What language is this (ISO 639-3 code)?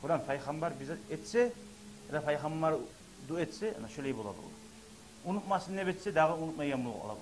kum